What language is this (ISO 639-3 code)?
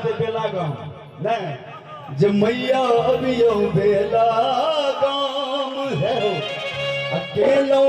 mai